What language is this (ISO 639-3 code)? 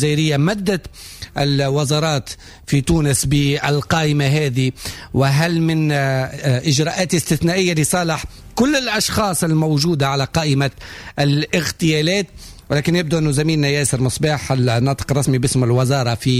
aeb